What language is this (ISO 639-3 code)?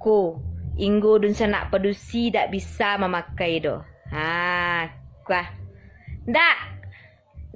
min